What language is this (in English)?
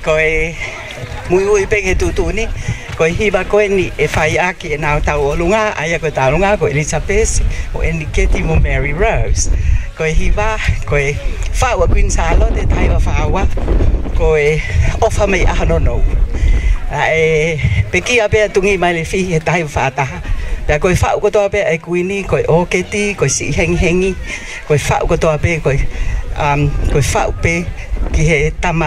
Tongan